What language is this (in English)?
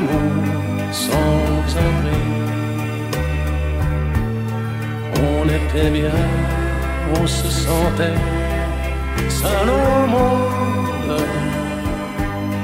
French